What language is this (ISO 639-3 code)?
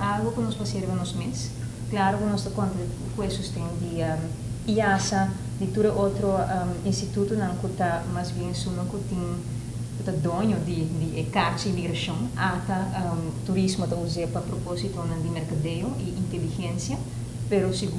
pap